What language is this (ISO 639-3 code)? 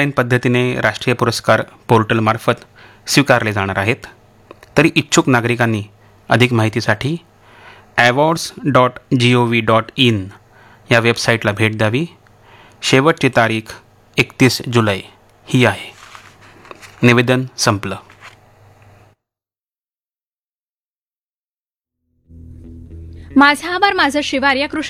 mar